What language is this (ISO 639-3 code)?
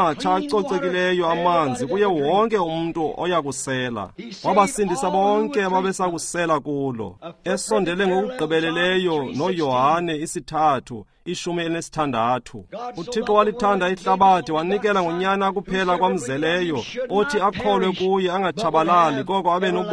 xho